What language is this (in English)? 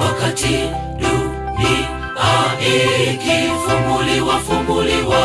Gusii